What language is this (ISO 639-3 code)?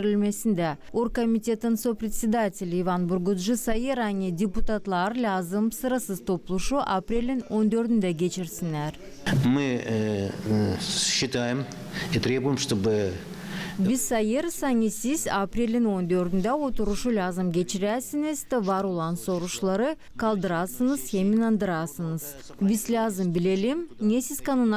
gag